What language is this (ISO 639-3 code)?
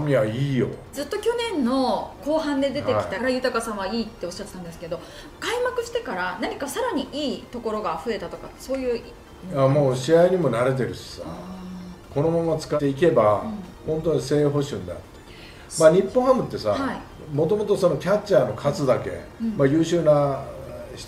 jpn